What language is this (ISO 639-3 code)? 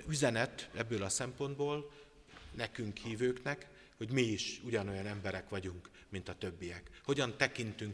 hun